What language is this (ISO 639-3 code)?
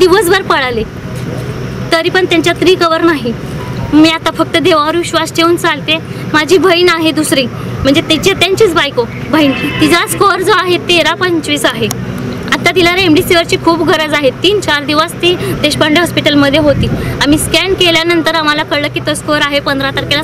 mar